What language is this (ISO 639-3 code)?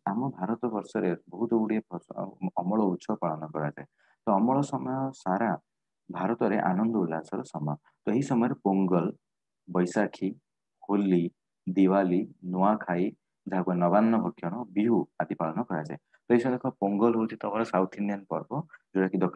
ori